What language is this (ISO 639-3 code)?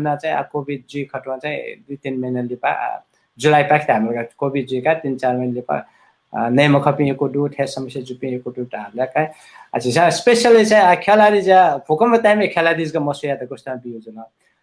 new